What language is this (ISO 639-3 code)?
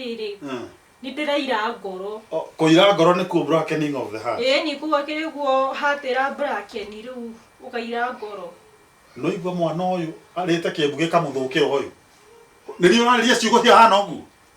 kik